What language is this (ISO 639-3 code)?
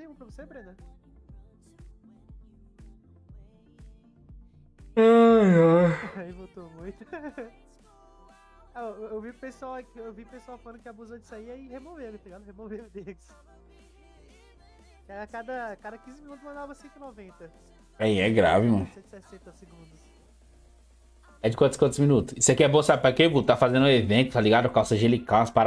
por